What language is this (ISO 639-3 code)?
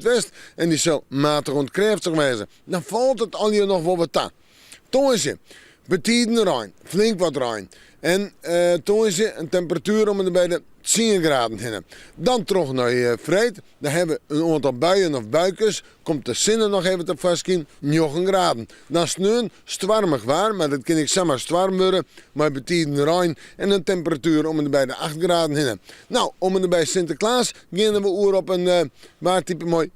fry